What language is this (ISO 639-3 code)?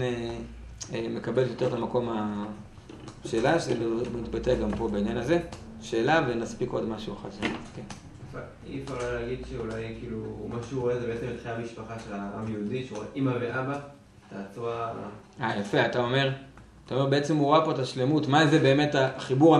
heb